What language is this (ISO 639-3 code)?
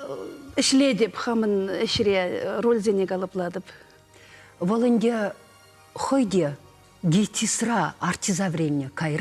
chv